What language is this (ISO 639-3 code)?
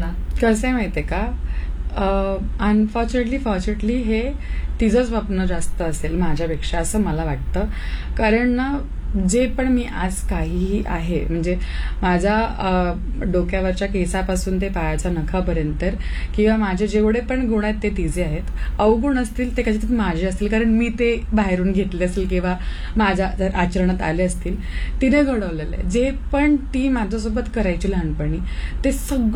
mar